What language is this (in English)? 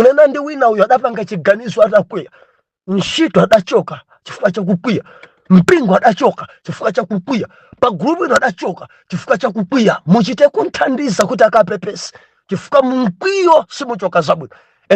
Nyanja